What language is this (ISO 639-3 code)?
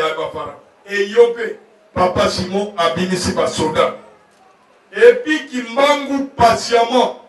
lin